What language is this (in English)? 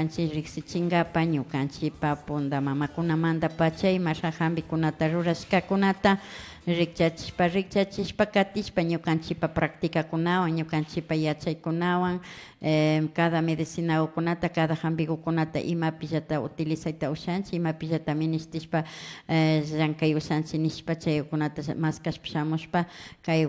Imbabura Highland Quichua